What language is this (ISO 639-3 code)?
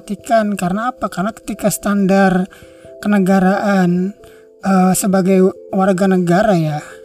ind